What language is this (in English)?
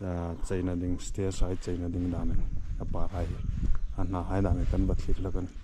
Hmar